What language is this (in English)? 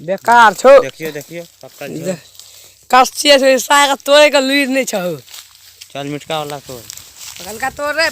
Maithili